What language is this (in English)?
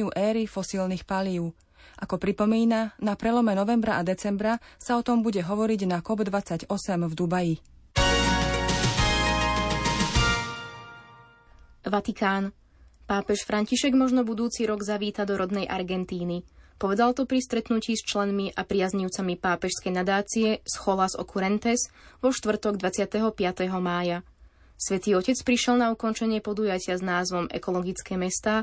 Slovak